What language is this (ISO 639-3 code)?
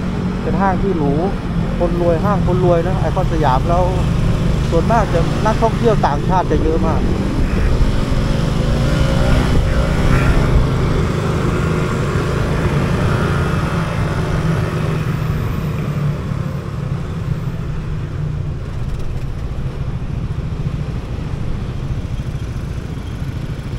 tha